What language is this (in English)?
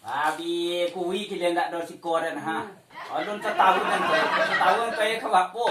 Minangkabau